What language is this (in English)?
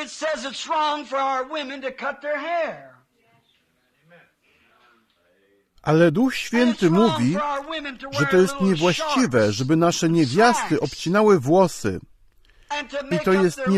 Polish